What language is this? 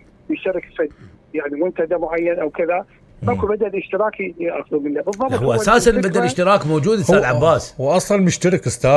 Mesopotamian Arabic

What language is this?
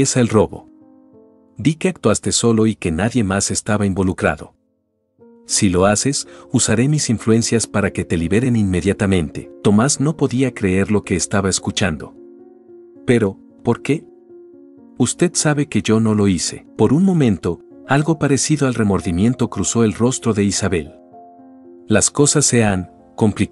Spanish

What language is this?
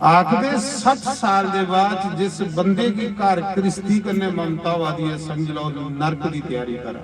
Dogri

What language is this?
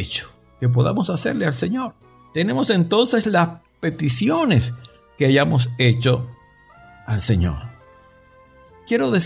Spanish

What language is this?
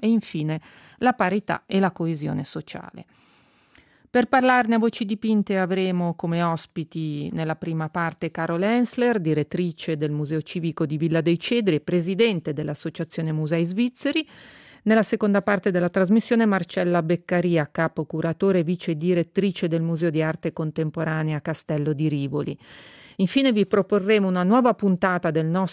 Italian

